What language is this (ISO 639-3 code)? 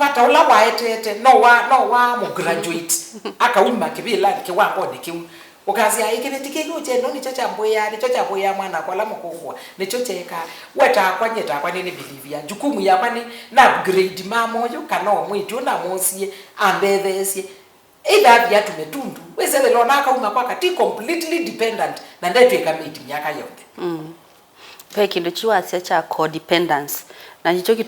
kam